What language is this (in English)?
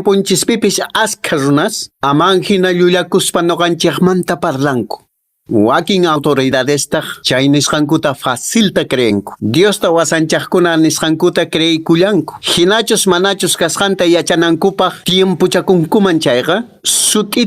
Quechua